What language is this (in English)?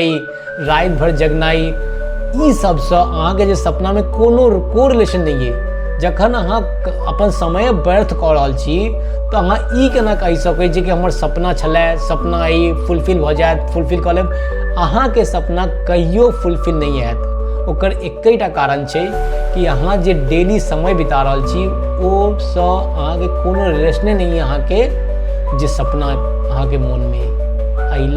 Maithili